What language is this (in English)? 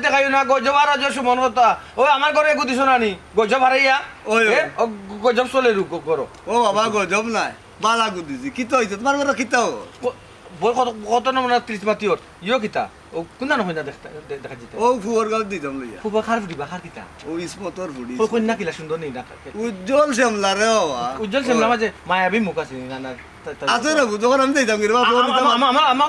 Sylheti